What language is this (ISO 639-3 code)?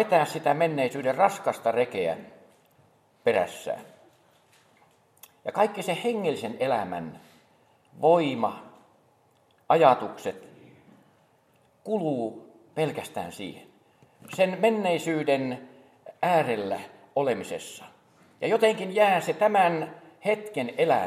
fin